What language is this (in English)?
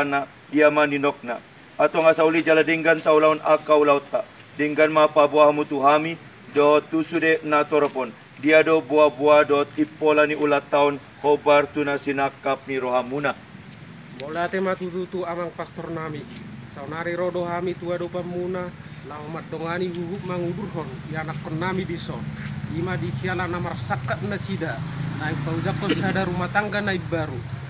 Batak Toba